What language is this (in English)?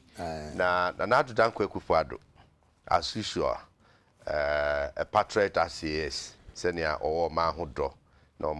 Akan